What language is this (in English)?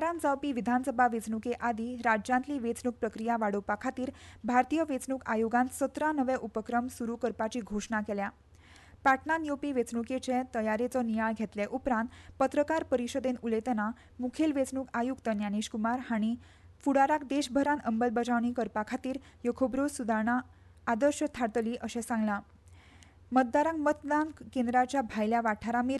Konkani